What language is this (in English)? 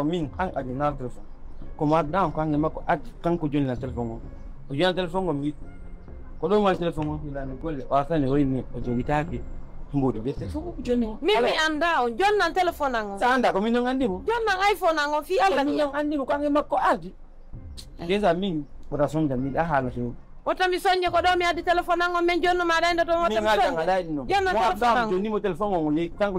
Pular